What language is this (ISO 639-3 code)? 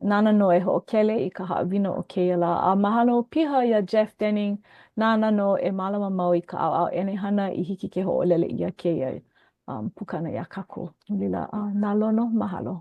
haw